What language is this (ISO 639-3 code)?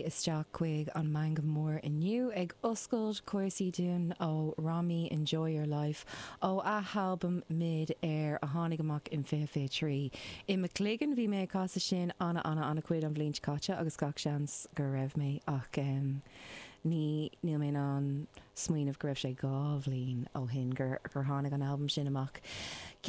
gle